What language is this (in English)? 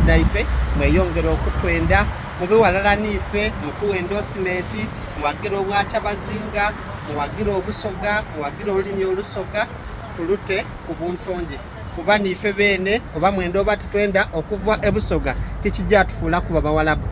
Soga